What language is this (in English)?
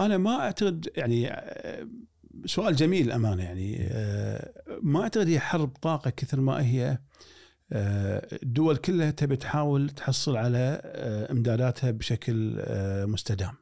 Gulf Arabic